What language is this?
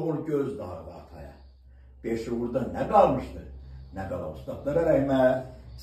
South Azerbaijani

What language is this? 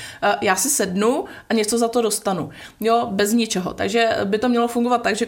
Czech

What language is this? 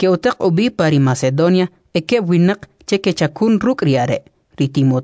Kʼicheʼ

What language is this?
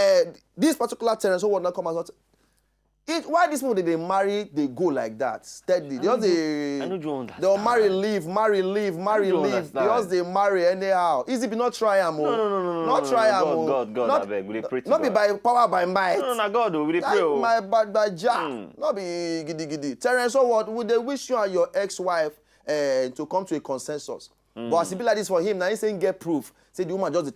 Nigerian Pidgin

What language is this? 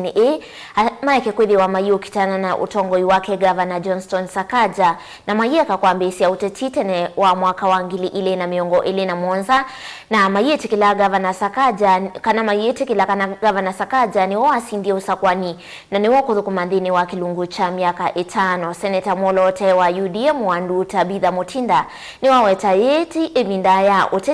Kamba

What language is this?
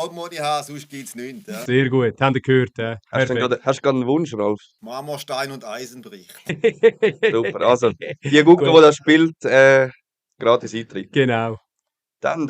Swiss German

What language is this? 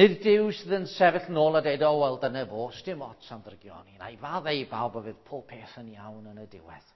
Welsh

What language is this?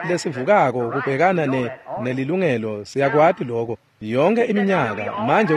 Swati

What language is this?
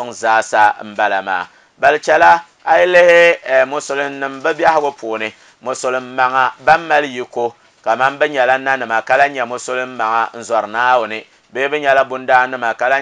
Dagbani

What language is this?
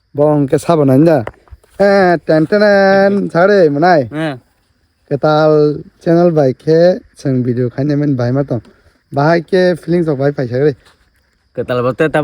Kok Borok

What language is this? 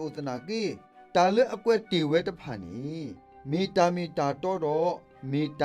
S'gaw Karen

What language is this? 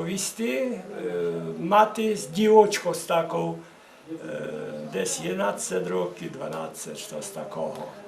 Rusyn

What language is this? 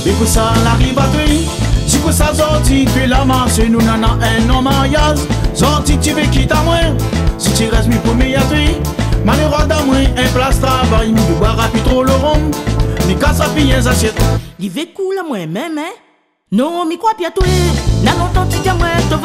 Réunion Creole French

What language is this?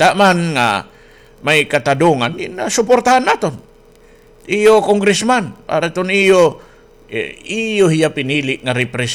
Waray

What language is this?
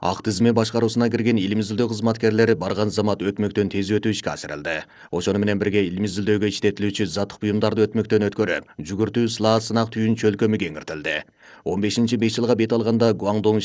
Kyrgyz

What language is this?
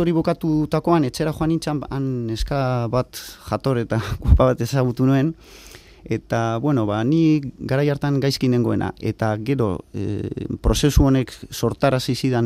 Basque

